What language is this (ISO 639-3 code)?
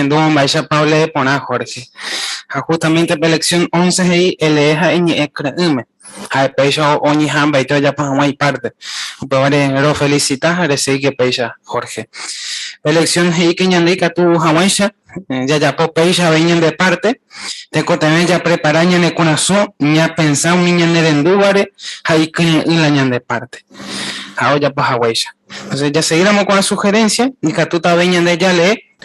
grn